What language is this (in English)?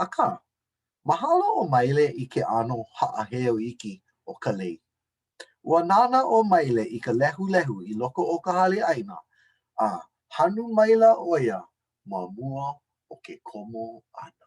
Hawaiian